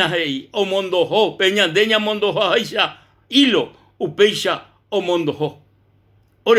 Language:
Guarani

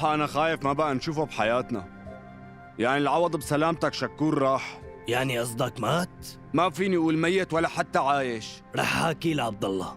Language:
North Levantine Arabic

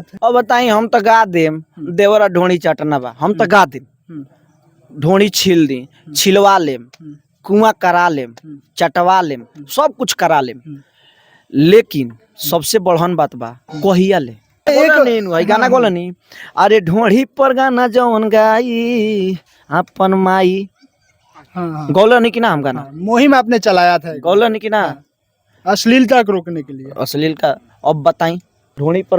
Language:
Bhojpuri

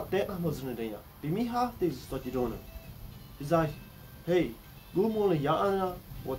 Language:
Plautdietsch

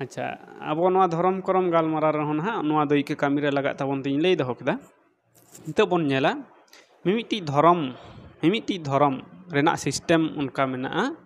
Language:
Santali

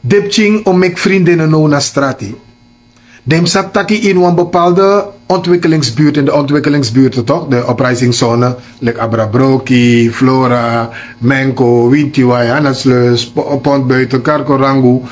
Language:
Sranan Tongo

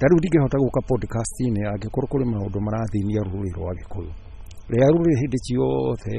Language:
Kikuyu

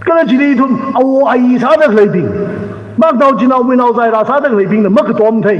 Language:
Tangkhul Naga (India)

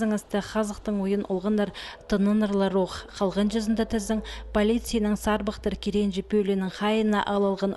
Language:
Khakas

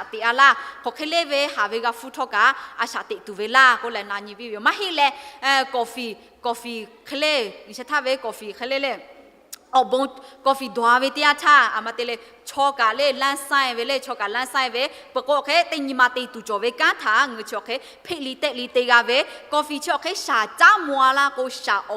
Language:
Lahu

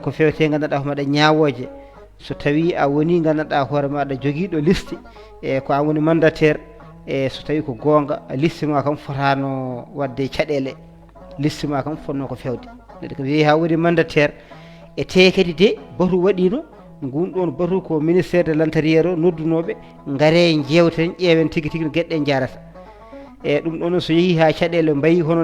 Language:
Fula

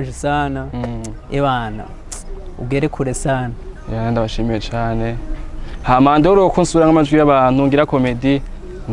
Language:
Rundi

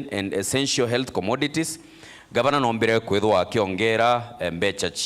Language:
Meru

